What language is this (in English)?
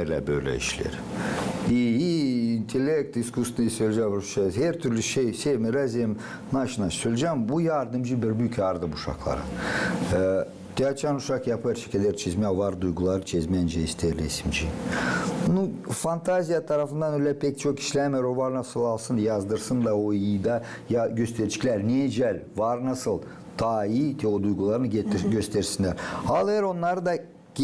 Gagauz